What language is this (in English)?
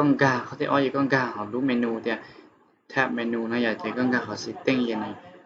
Hmong